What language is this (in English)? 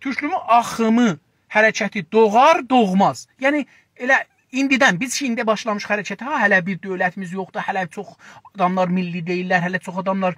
South Azerbaijani